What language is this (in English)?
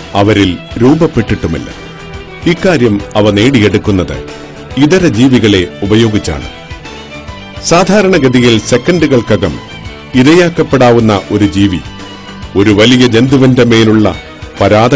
Malayalam